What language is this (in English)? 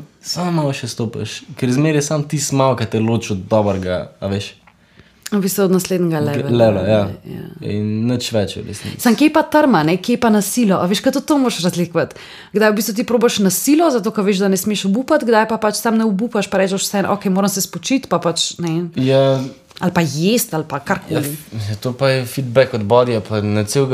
Slovenian